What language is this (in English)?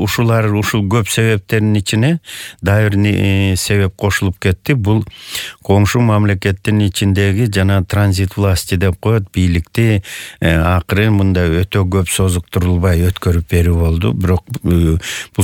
Kyrgyz